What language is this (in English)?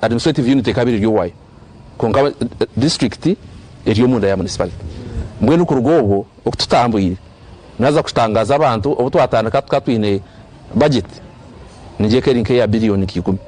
Nyankole